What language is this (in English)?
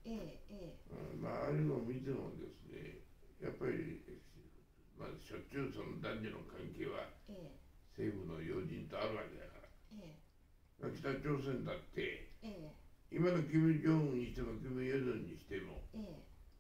Japanese